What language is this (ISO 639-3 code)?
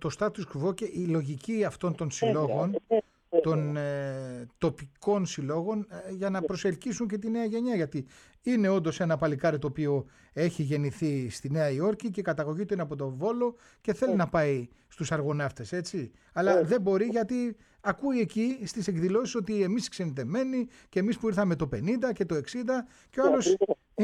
ell